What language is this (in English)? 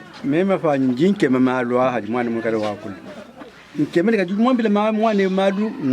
Luba-Lulua